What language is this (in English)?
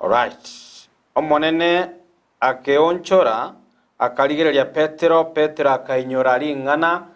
Gusii